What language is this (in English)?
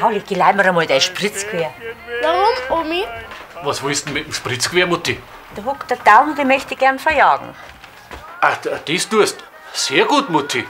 Bavarian